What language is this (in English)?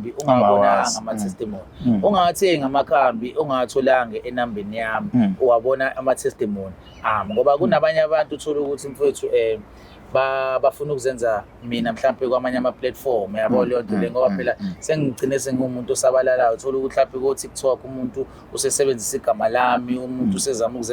Zulu